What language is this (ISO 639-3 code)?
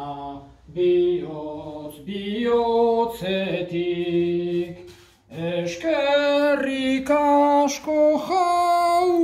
eus